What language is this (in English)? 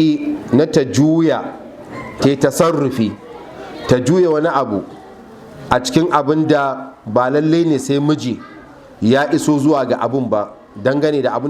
Hausa